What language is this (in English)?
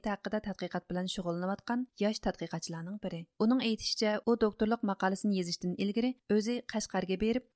Uyghur